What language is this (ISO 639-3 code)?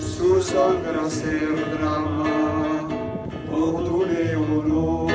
pap